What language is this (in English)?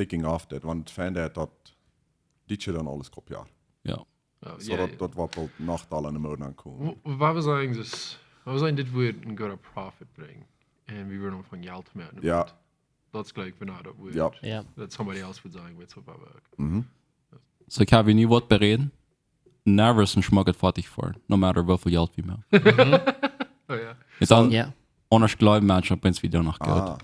Plautdietsch